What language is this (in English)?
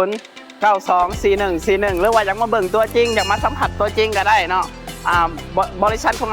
Lao